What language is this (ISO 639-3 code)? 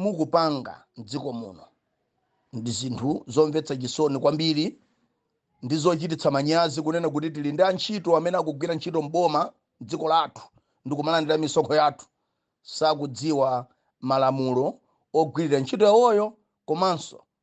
nya